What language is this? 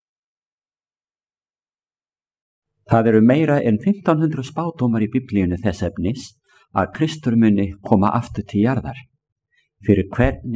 Icelandic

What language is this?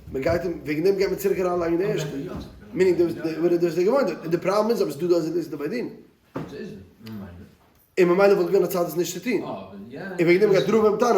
Yiddish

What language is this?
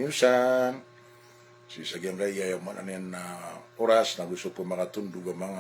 Maranao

